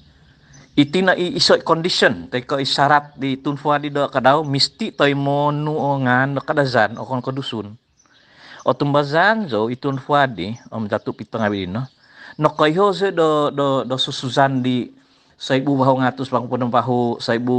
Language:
Central Dusun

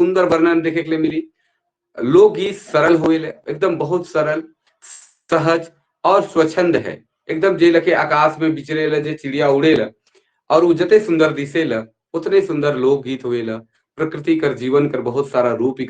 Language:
Sadri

